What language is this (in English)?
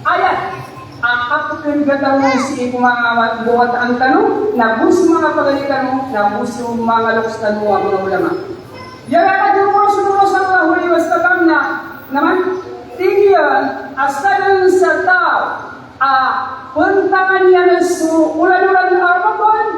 Maranao